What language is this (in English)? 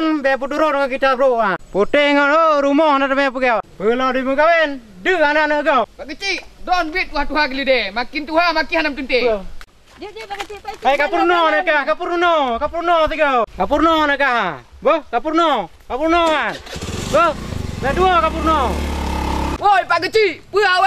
Achinese